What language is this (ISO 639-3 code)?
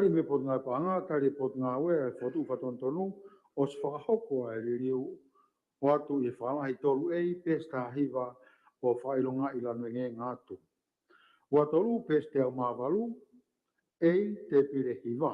ton